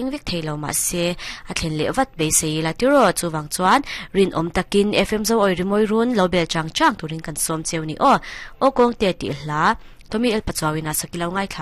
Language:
Mizo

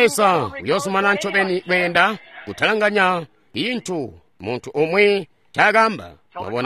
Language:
Tonga (Zambia)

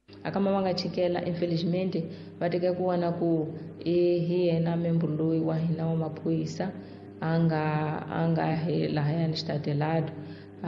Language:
Tsonga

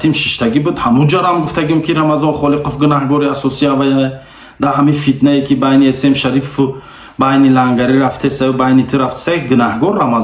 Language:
Tajik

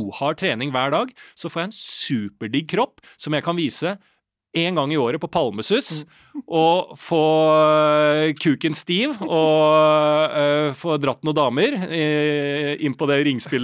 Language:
Norwegian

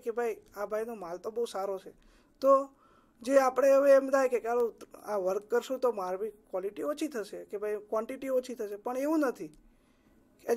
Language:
Gujarati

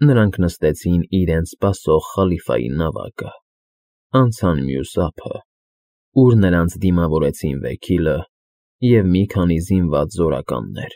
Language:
Armenian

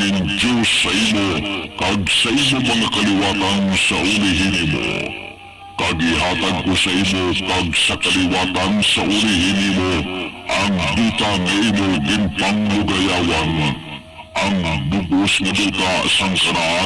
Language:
Hiligaynon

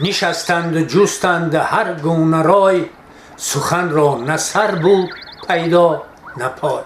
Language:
Tajik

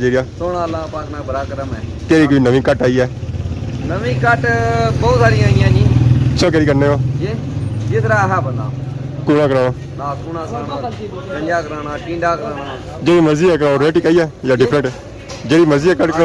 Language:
Pahari-Potwari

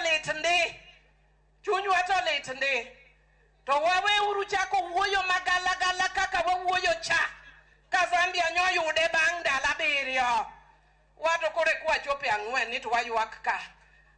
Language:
Luo (Kenya and Tanzania)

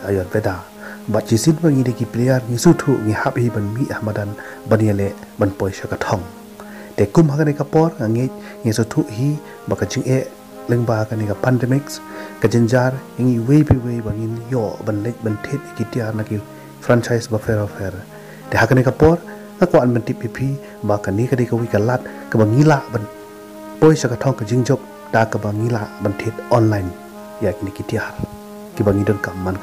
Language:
Khasi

